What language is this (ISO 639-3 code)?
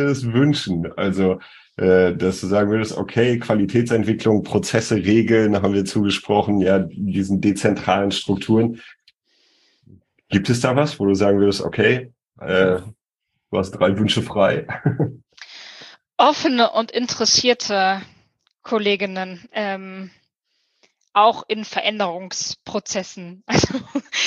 deu